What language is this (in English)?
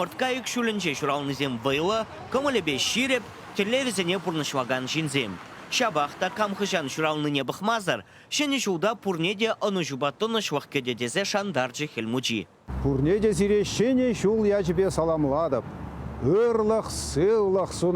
Chuvash